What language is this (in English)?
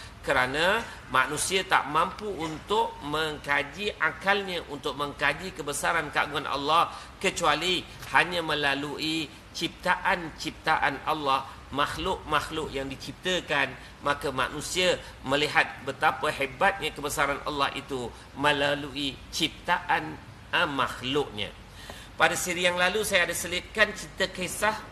Malay